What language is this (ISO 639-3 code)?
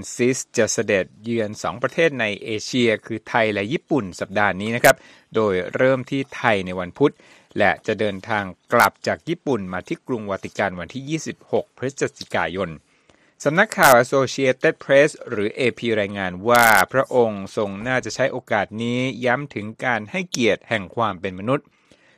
tha